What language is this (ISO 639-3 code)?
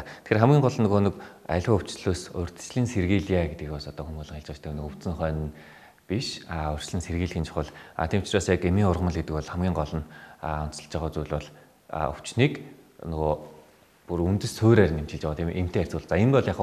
mon